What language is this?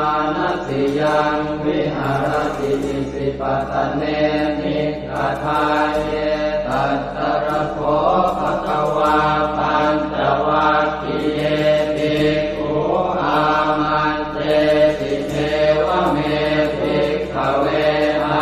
Pali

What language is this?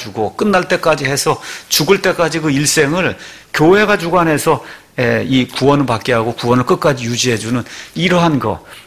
Korean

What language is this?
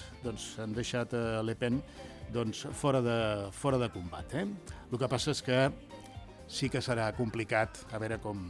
Catalan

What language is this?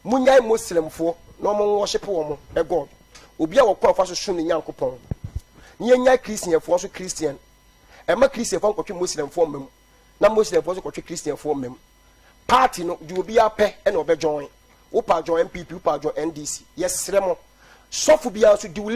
Akan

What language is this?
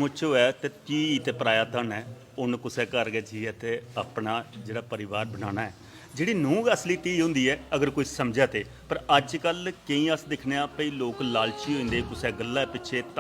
Dogri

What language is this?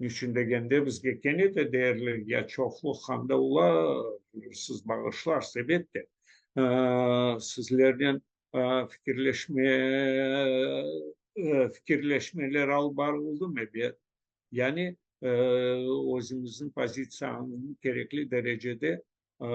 Crimean Tatar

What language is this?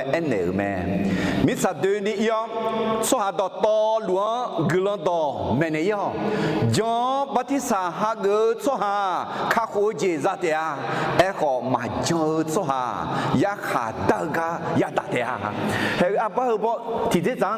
Akha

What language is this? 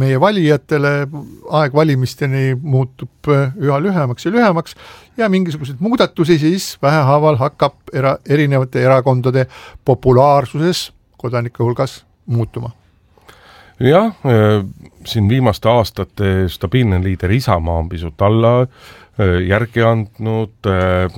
Estonian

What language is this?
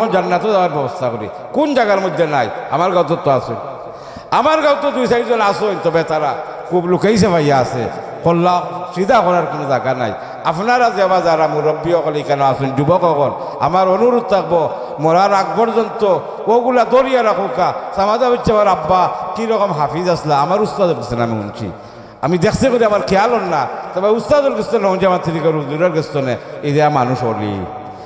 Sylheti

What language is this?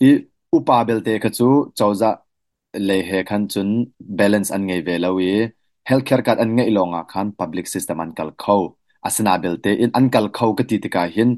Hakha Chin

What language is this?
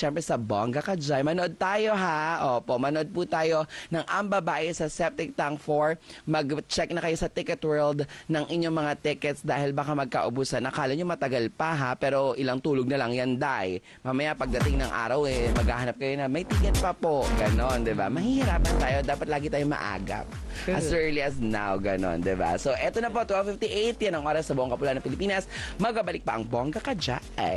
Filipino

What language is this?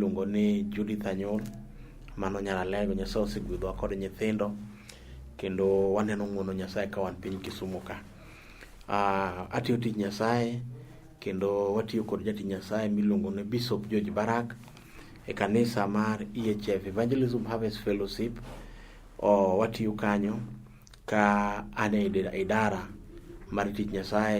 Luo (Kenya and Tanzania)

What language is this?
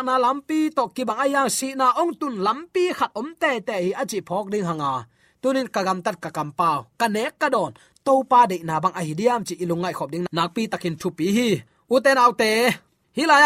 Tedim Chin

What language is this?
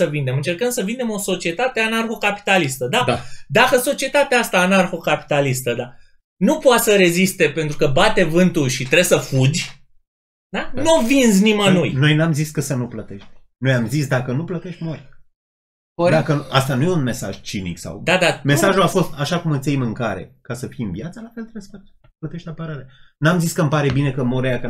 Romanian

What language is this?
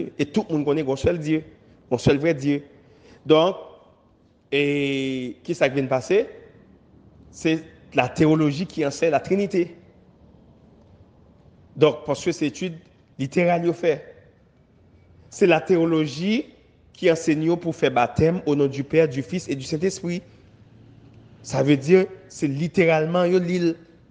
French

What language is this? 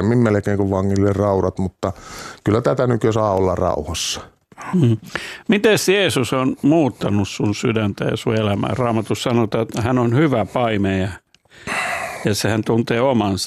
Finnish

